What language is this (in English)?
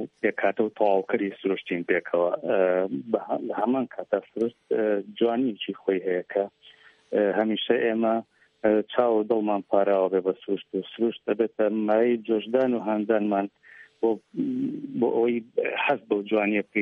Central Kurdish